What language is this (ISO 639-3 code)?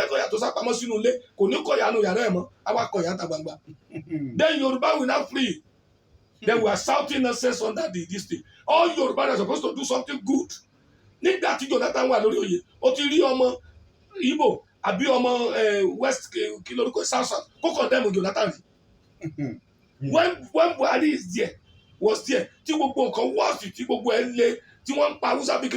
yor